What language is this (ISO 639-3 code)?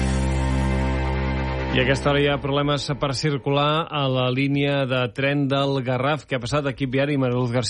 cat